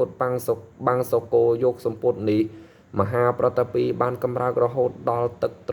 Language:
Khmer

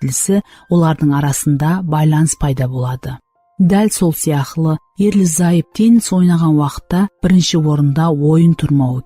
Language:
Kara-Kalpak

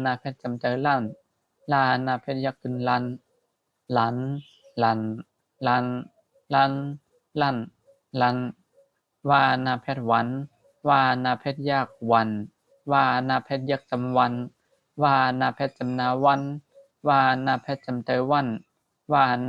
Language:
Shan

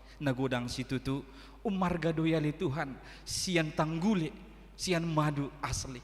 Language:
Batak Toba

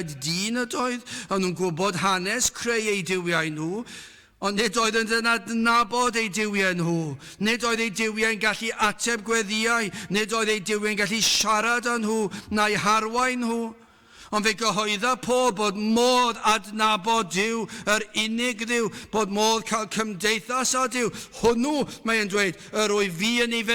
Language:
Welsh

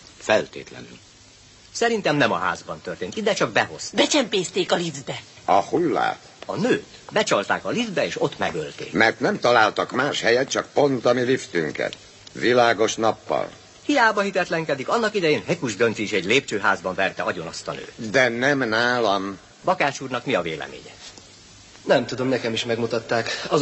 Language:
Hungarian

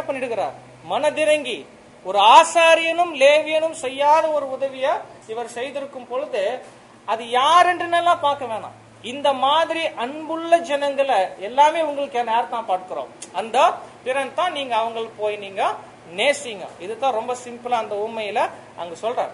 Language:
Tamil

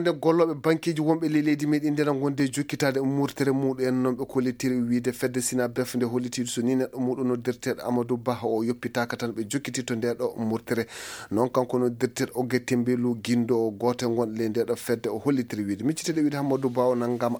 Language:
Fula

